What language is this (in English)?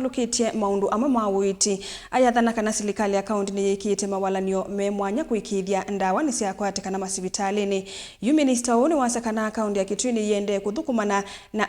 Kamba